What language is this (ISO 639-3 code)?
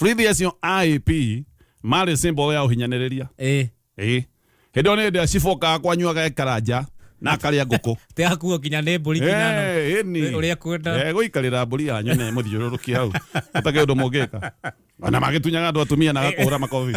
kik